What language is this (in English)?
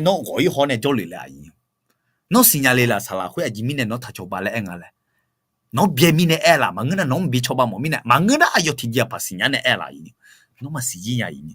Akha